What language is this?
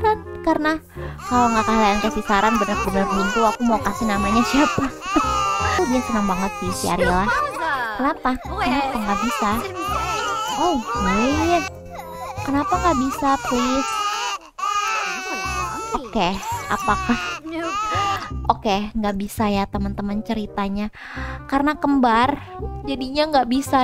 Indonesian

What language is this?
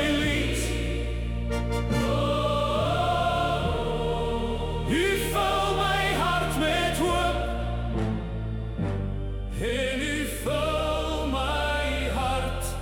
Afrikaans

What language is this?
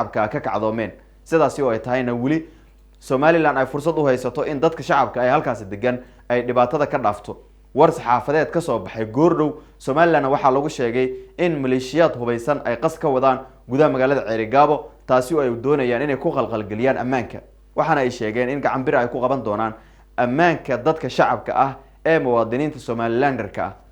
Somali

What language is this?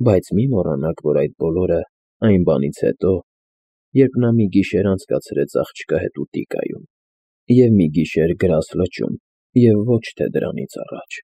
Armenian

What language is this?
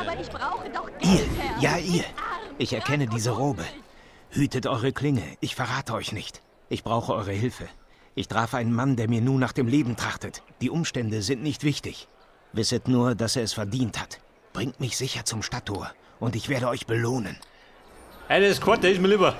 Bavarian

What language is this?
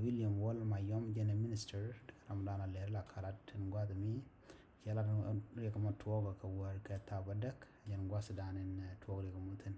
Nuer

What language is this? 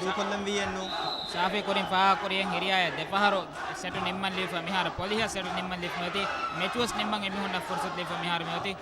Divehi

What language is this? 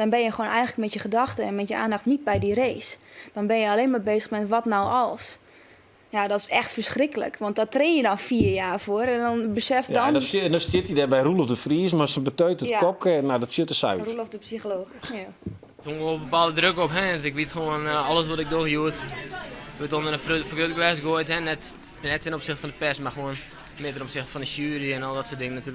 Western Frisian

